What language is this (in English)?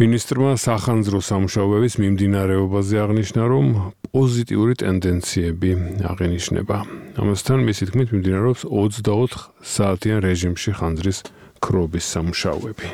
Georgian